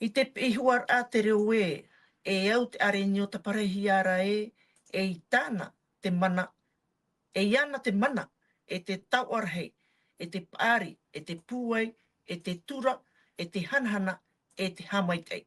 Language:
Tahitian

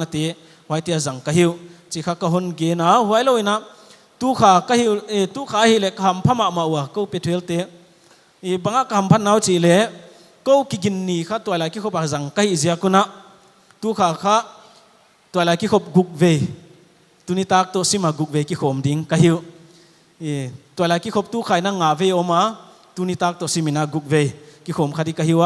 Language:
Paite Chin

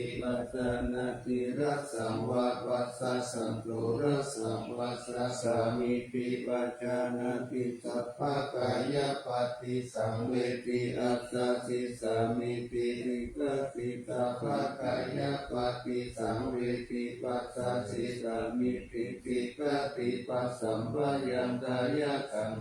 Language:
Pali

